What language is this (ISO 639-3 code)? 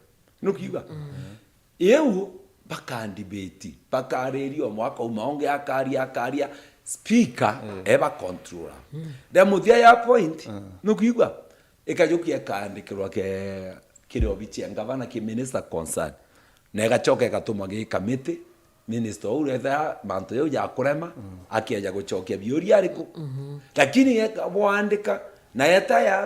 mer